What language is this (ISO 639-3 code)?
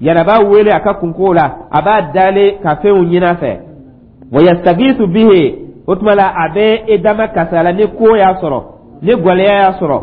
dyu